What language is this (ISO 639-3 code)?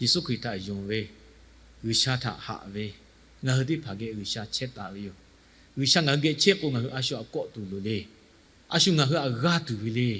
lhu